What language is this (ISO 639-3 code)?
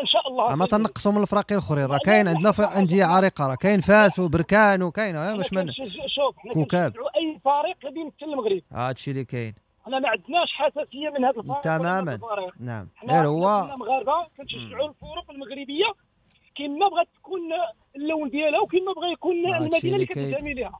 ary